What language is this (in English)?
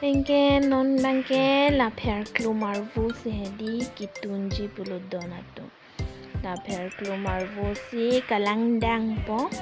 Karbi